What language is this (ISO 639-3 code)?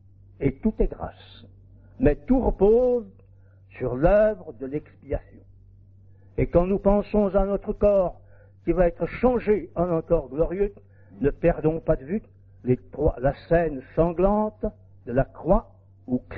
fra